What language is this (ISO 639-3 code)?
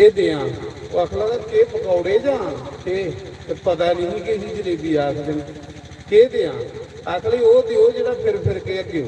doi